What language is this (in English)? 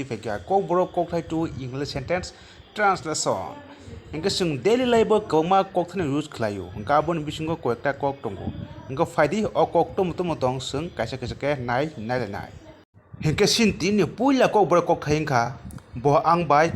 Kok Borok